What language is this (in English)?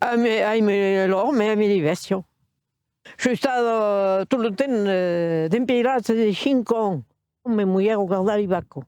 Occitan